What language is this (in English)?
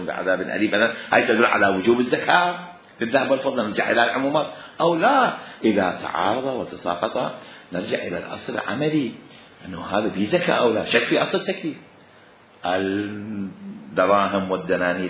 Mesopotamian Arabic